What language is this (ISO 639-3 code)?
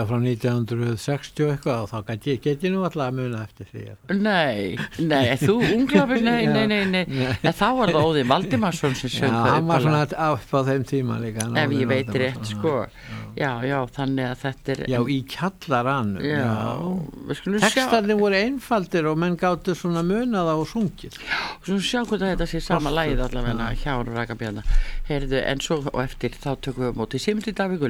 isl